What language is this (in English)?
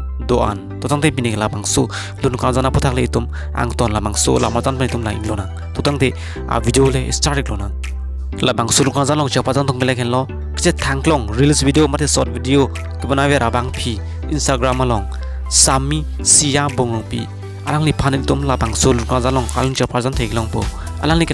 Karbi